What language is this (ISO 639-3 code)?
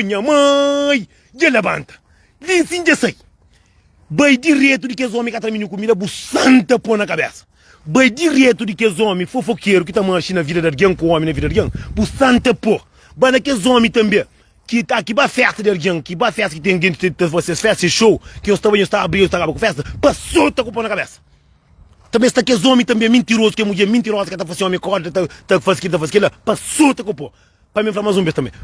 kea